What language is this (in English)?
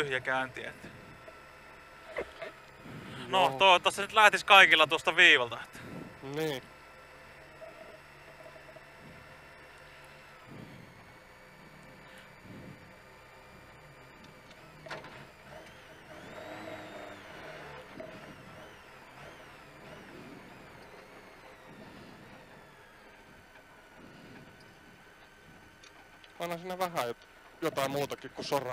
Finnish